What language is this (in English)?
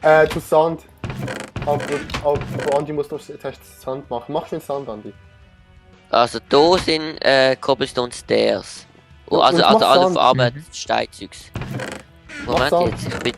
Swiss German